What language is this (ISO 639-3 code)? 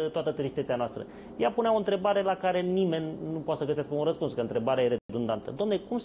ron